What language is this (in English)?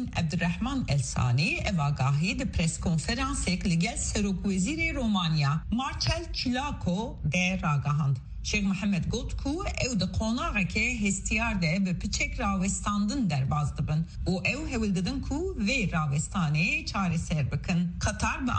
Kurdish